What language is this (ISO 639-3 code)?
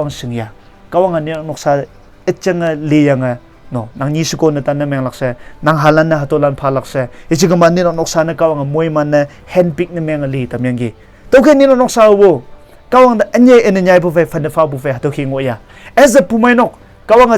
nbe